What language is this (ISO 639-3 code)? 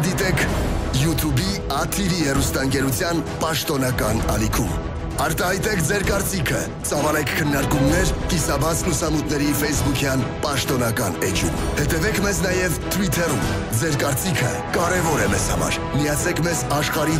hye